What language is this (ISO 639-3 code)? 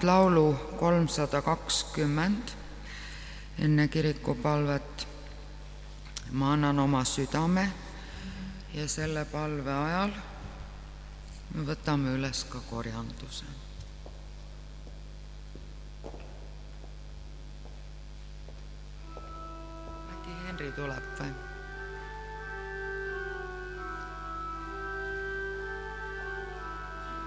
est